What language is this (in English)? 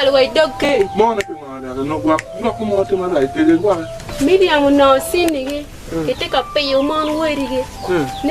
Acoli